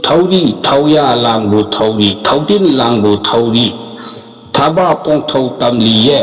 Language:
Manipuri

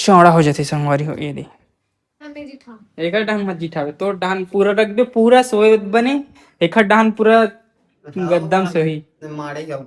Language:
Chhattisgarhi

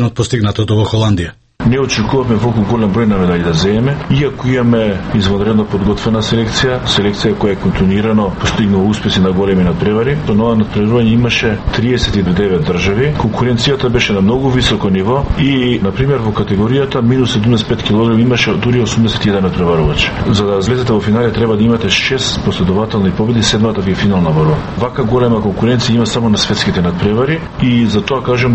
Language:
Macedonian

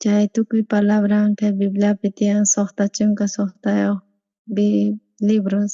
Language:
South Bolivian Quechua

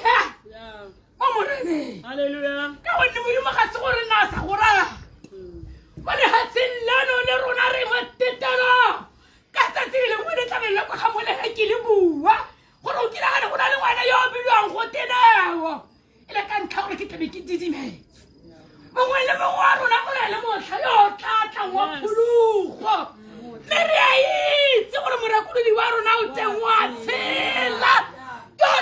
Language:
Tswana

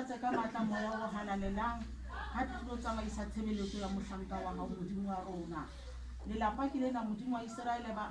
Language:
Southern Sotho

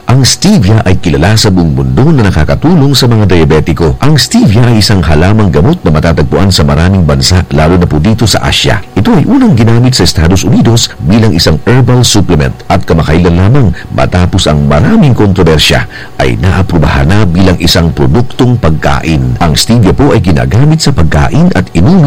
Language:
Filipino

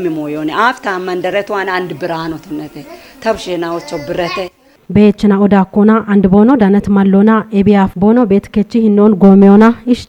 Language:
Kafa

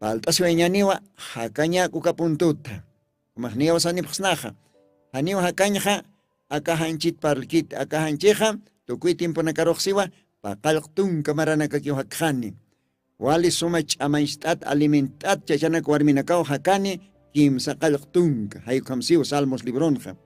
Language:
Aymara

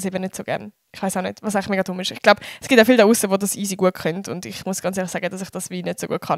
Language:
Swiss German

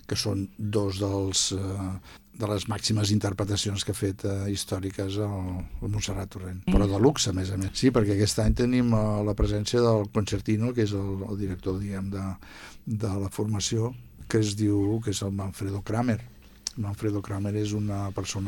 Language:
Catalan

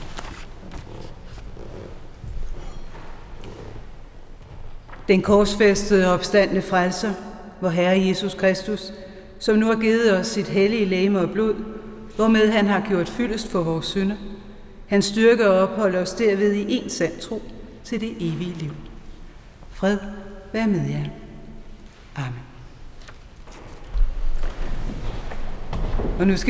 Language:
Danish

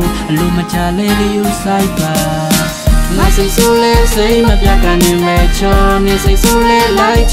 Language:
Burmese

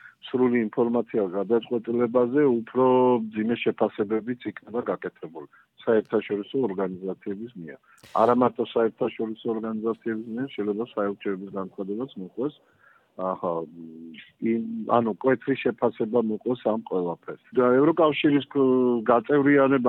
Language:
Georgian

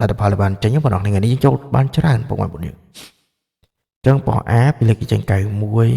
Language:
Khmer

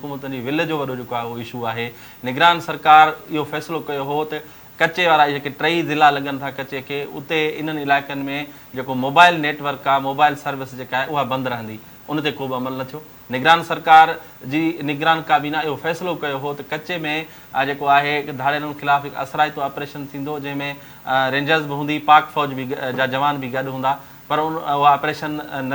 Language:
Sindhi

